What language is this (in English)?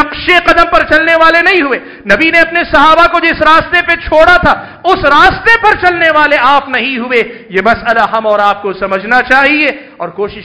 Urdu